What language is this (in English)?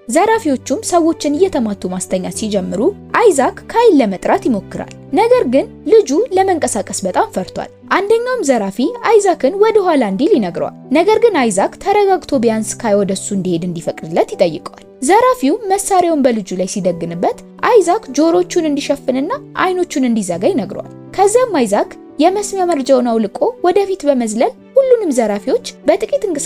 Amharic